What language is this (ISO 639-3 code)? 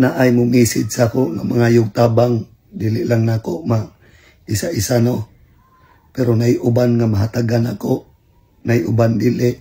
ceb